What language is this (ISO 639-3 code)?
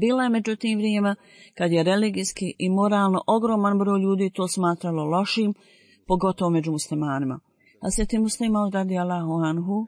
bos